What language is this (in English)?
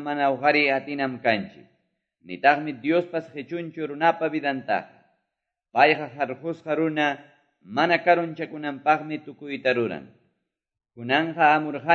Quechua